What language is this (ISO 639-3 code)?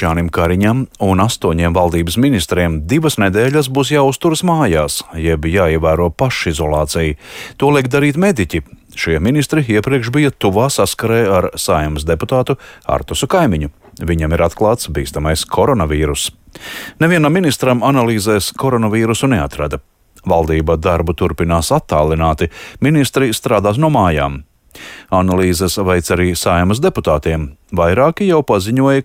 lav